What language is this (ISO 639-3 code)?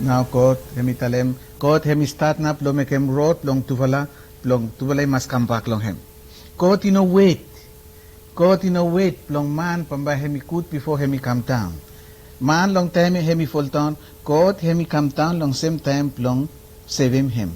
bis